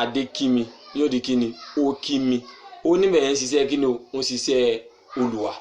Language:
Yoruba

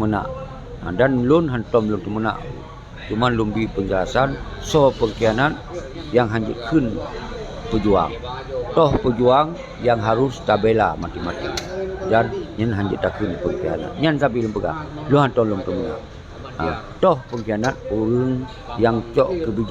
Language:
Achinese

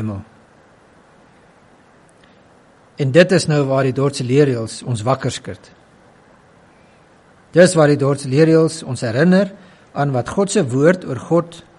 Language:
Afrikaans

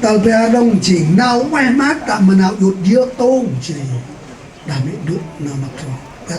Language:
Central Mnong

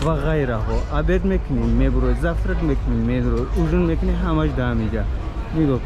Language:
Tajik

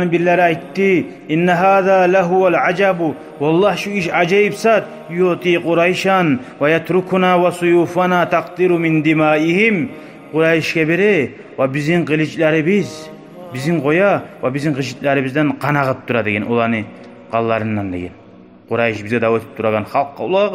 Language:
Kumyk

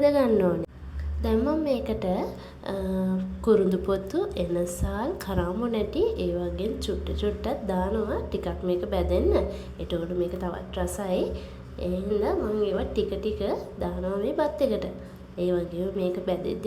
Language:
Sinhala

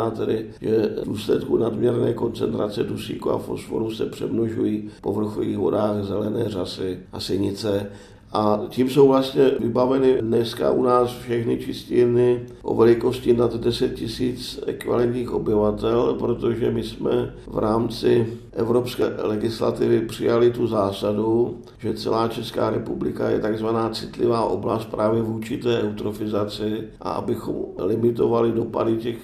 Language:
Czech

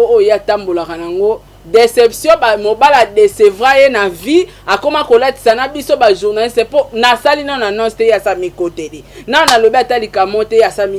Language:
Lingala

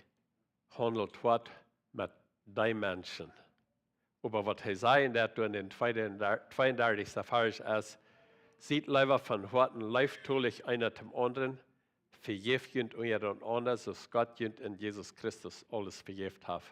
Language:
Plautdietsch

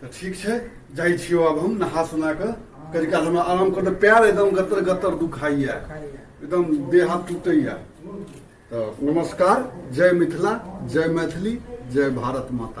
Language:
Maithili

